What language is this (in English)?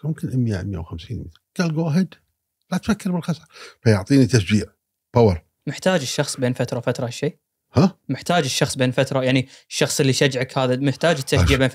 Gulf Arabic